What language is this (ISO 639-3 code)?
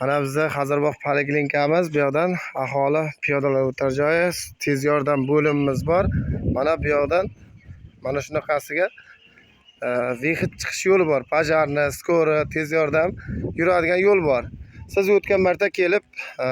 uzb